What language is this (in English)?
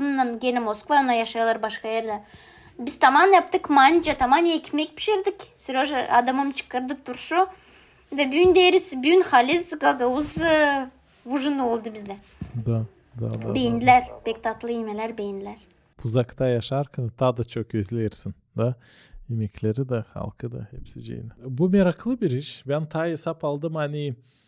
Gagauz